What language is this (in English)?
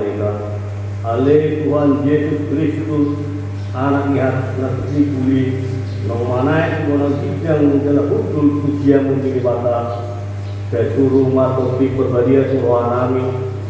Batak Toba